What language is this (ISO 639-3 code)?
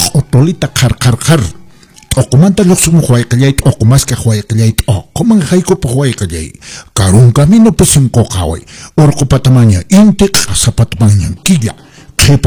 que